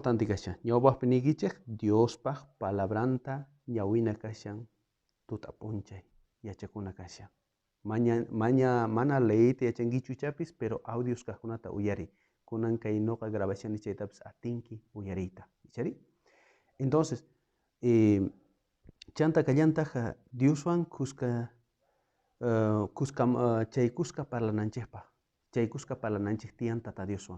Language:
South Bolivian Quechua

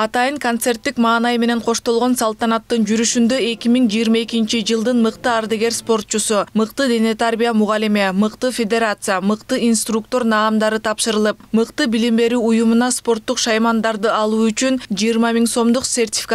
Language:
Kyrgyz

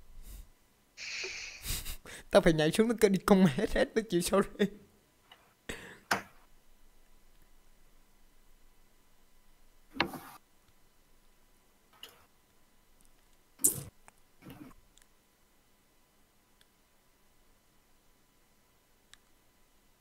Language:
Vietnamese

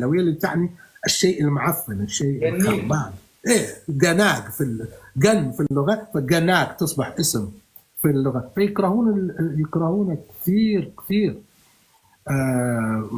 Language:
North Levantine Arabic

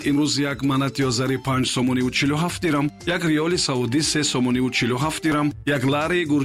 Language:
Tajik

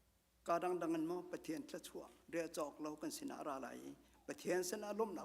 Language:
Hakha Chin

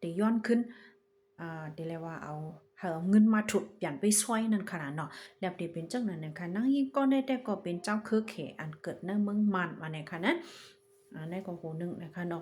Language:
Shan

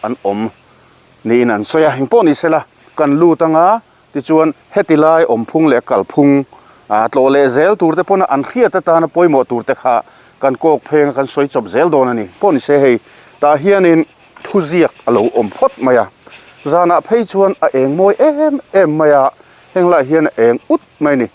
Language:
Mizo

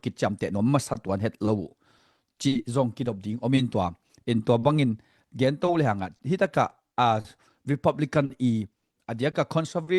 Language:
Tedim Chin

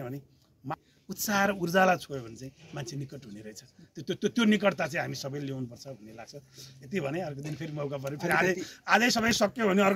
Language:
Nepali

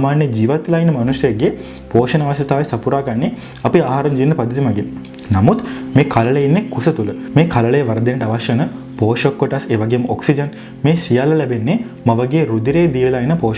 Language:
Sinhala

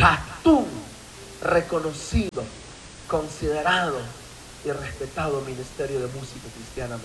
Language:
Chimborazo Highland Quichua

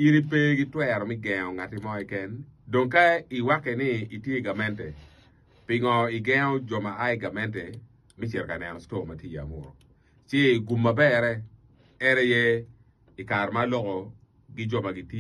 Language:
Acoli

